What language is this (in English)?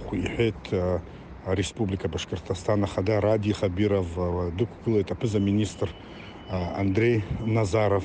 Abkhazian